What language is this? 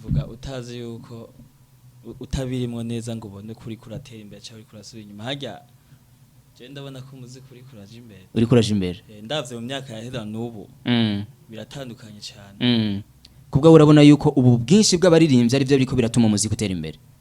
Rundi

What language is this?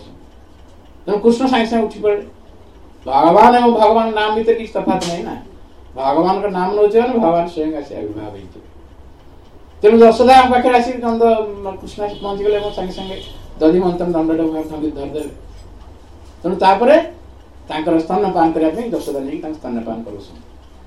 Odia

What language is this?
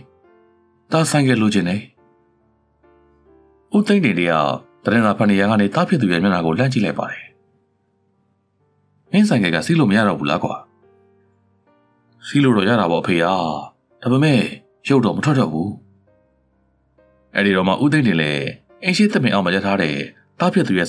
Burmese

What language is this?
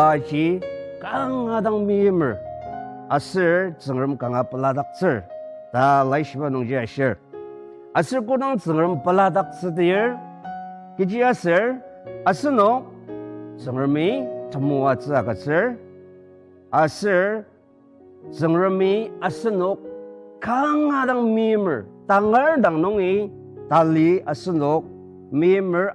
Ao Naga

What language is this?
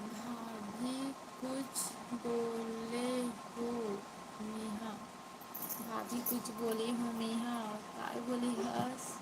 Chhattisgarhi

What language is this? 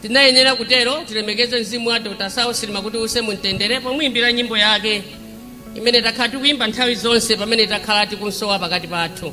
Nyanja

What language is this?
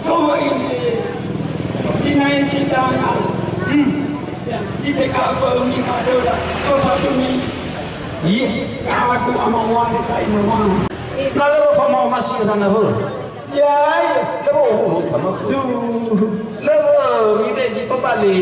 Nias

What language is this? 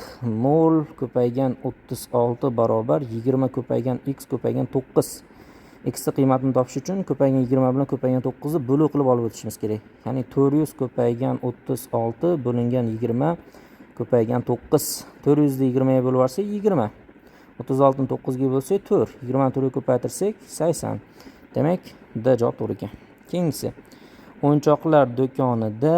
Uzbek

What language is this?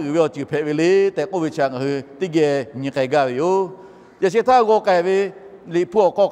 Lahu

